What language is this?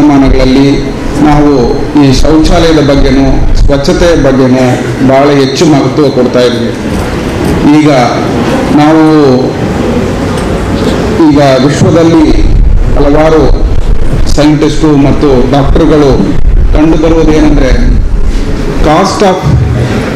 Kannada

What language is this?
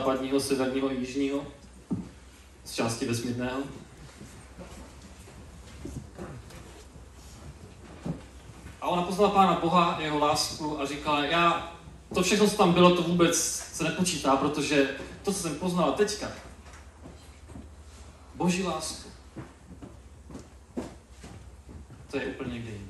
Czech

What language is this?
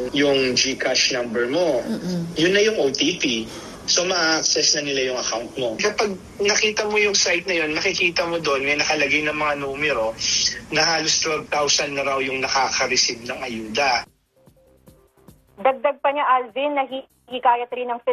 Filipino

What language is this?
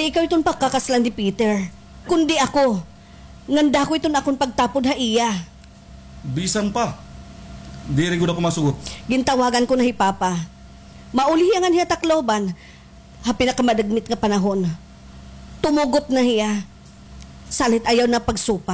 Waray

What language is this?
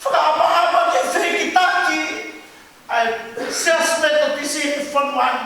Tongan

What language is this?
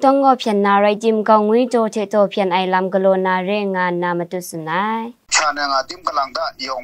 Kachin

